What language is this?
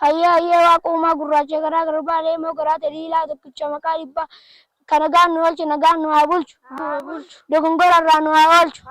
Oromo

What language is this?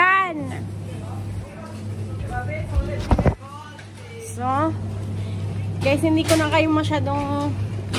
Filipino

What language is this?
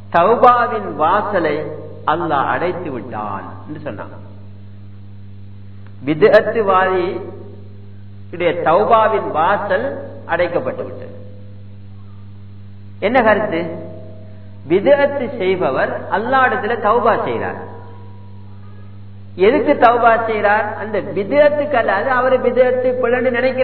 Tamil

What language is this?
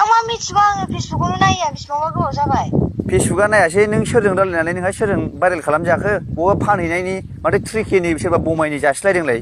Bodo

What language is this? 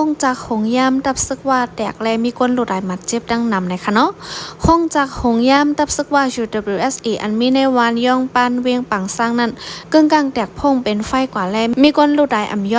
Shan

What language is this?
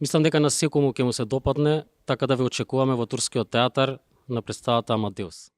Macedonian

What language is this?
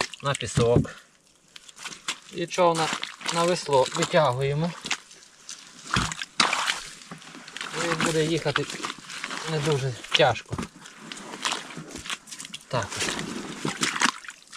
Ukrainian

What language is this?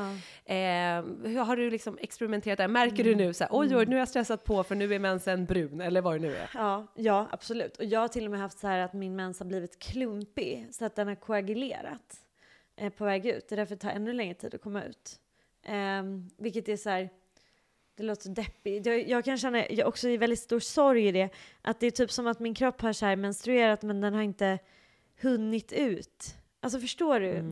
Swedish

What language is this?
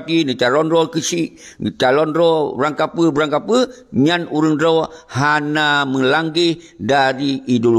Achinese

